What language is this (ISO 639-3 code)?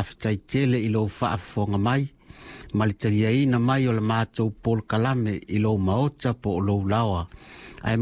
smo